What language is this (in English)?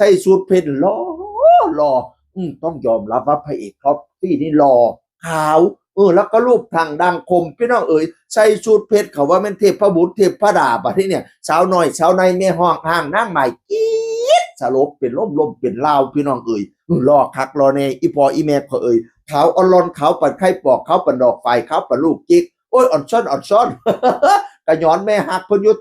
Northeastern Thai